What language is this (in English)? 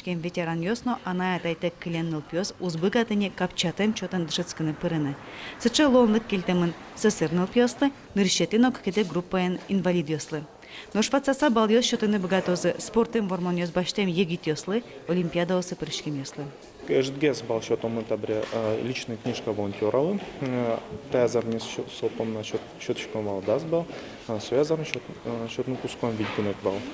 Udmurt